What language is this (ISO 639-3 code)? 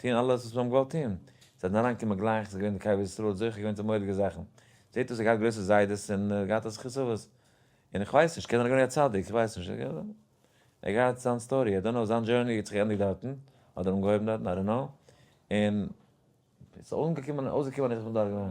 yid